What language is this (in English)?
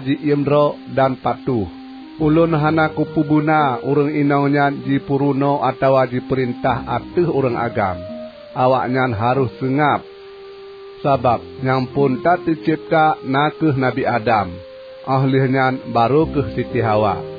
Achinese